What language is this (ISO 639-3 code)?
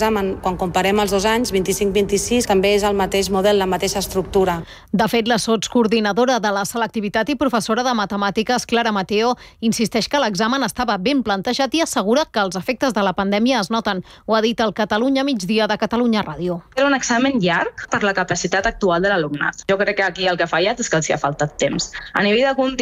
cat